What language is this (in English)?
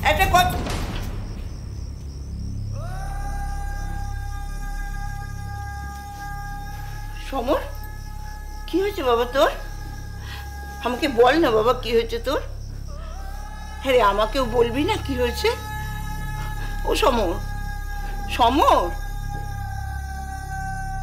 Bangla